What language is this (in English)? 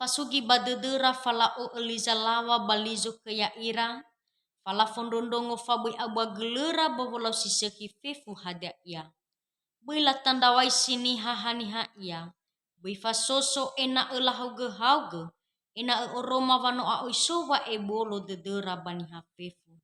Nias